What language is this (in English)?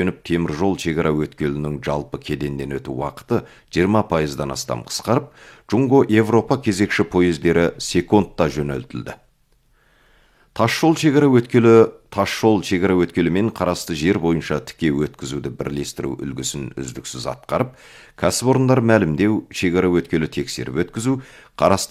Kazakh